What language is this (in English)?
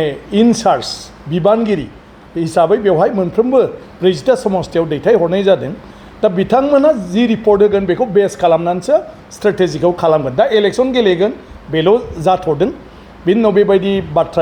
Bodo